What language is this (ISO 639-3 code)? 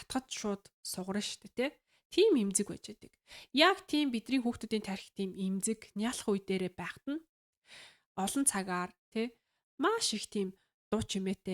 mon